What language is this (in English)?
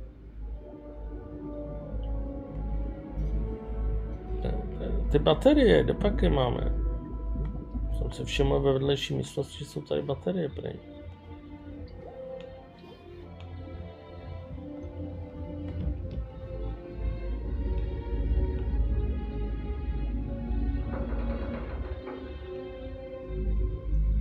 Czech